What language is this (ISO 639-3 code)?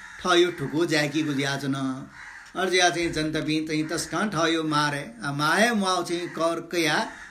new